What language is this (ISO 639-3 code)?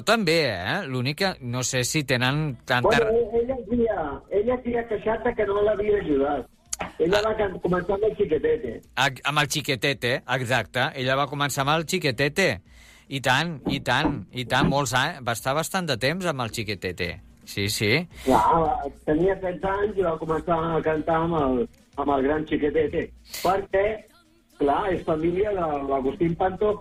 cat